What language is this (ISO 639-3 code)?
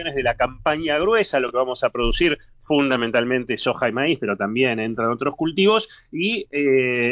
spa